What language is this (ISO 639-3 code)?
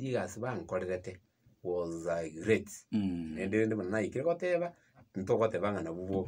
guz